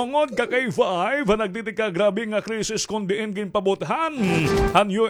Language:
Waray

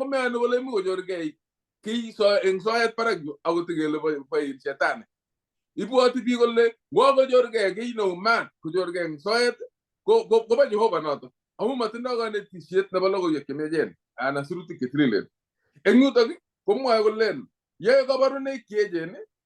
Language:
Kalenjin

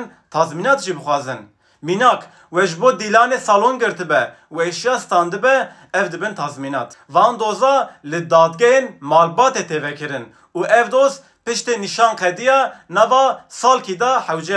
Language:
Kurdish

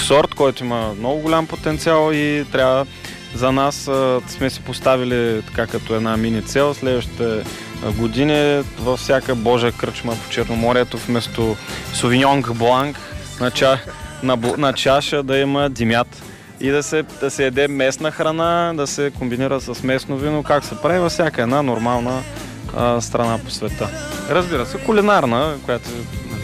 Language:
Bulgarian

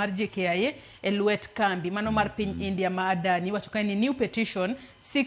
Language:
Luo (Kenya and Tanzania)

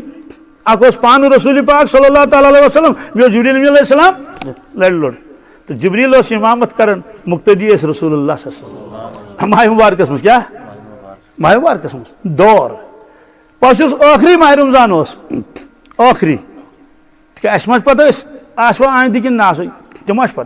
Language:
Kashmiri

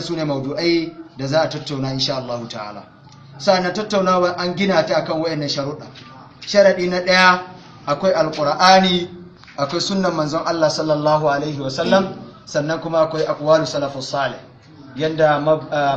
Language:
Hausa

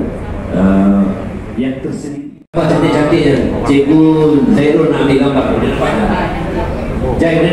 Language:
Malay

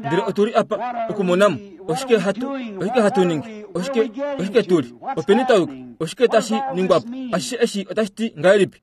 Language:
Kuanyama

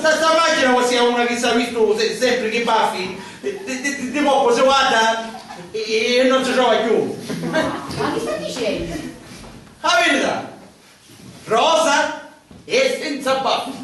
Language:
Sicilian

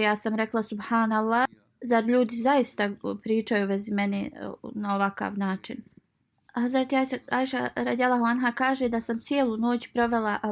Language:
Bosnian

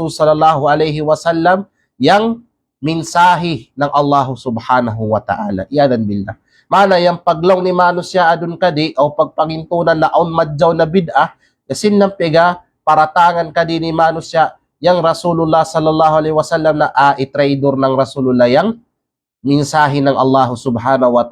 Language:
Kalagan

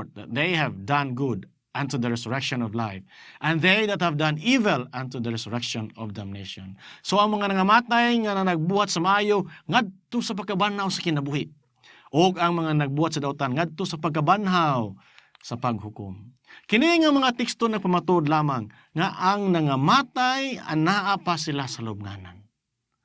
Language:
Cebuano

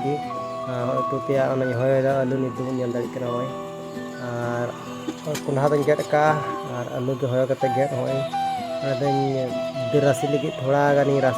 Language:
Santali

